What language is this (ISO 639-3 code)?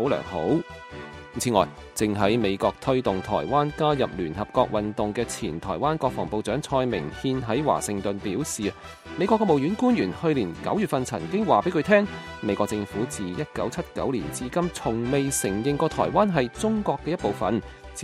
yue